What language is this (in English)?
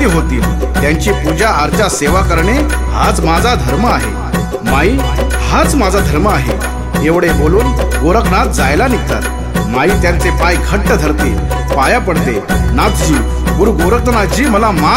Marathi